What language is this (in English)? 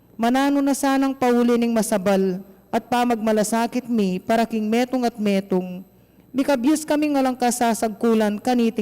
Pampanga